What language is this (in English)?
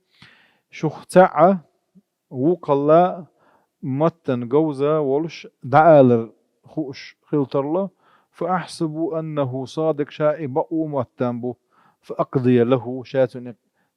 Chechen